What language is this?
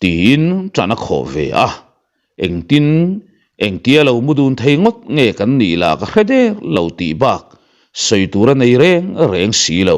Mizo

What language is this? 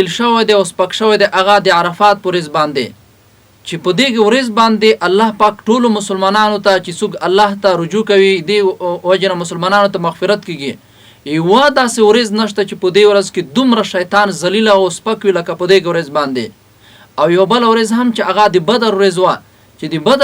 Pashto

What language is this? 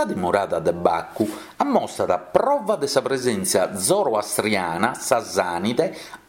Sardinian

